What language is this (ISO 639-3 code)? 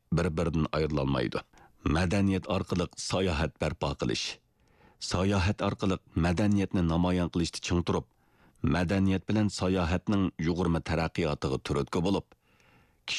uig